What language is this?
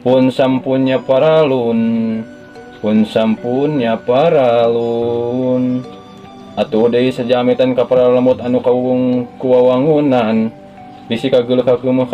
Sundanese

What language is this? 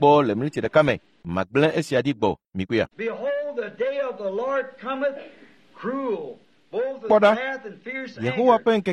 Ewe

